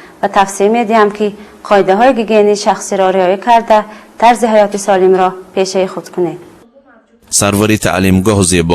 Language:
Tajik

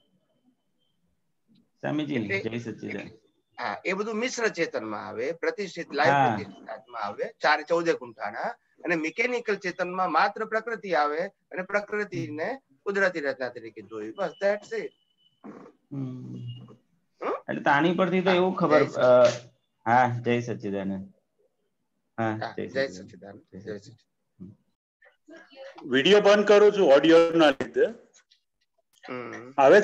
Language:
Gujarati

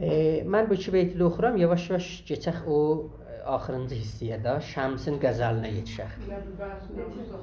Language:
South Azerbaijani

